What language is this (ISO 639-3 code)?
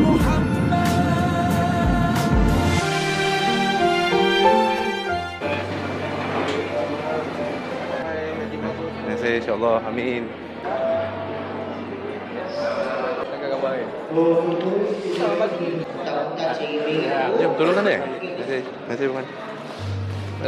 msa